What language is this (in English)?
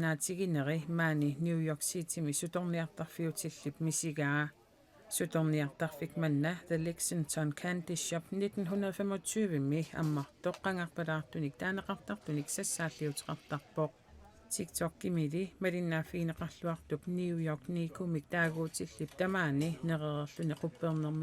Kalaallisut